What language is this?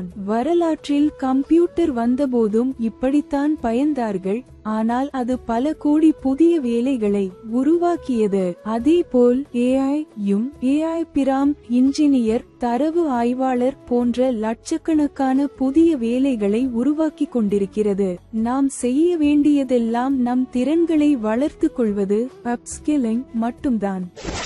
Tamil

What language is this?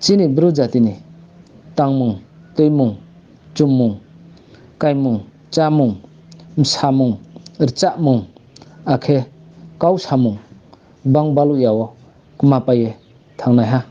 Riang (India)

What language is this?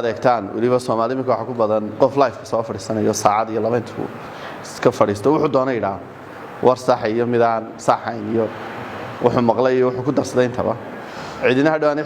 Somali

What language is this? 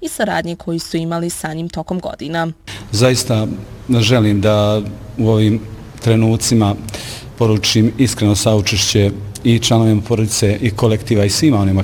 Bosnian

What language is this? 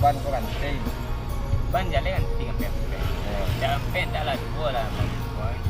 Minangkabau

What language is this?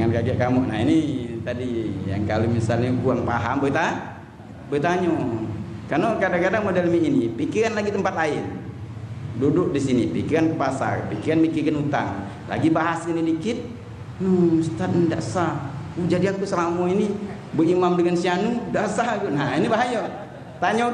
Musi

